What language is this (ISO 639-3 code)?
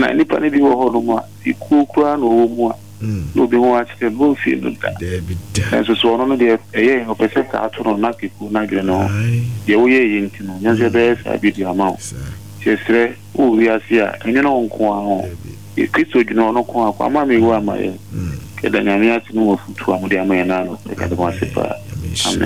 aka